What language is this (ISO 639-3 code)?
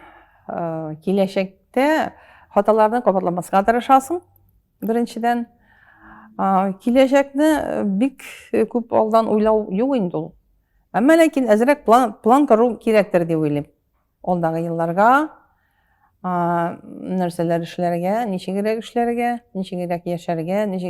tat